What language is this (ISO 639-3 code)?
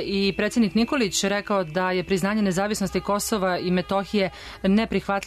srp